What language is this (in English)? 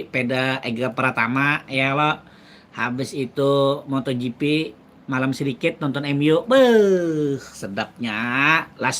Banjar